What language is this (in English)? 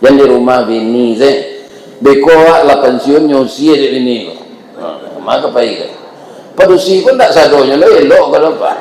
Minangkabau